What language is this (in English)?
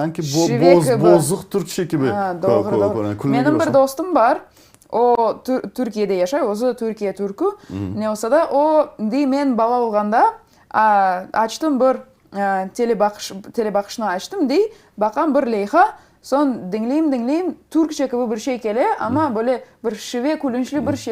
Crimean Tatar